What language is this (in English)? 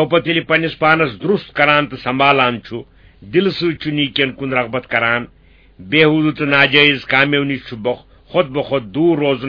Kashmiri